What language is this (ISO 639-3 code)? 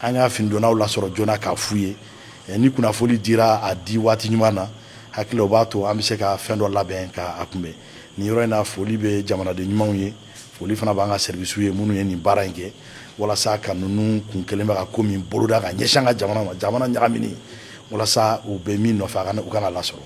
bam